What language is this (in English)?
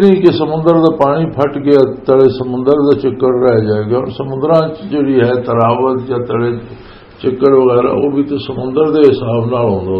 Western Panjabi